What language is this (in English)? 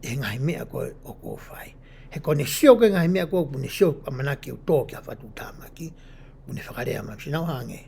Tongan